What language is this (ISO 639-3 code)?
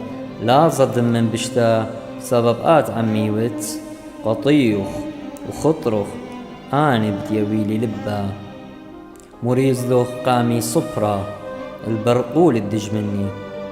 aii